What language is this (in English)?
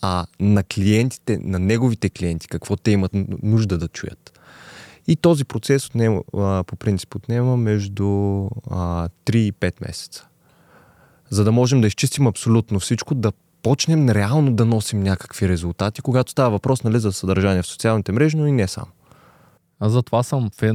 Bulgarian